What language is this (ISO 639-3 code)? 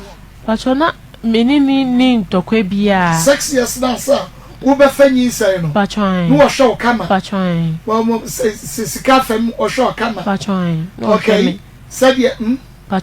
aka